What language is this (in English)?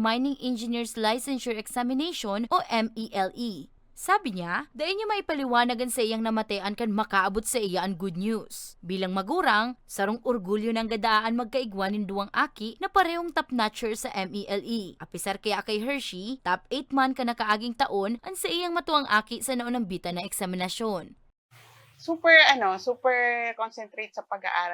Bikol